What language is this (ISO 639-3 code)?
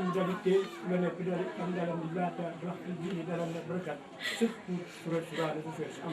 btx